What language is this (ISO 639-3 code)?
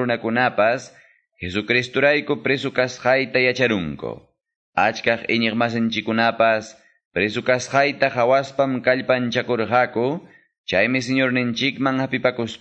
que